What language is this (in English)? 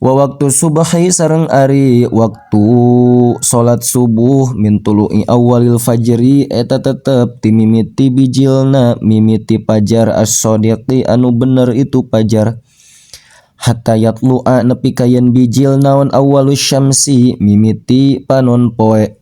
Sundanese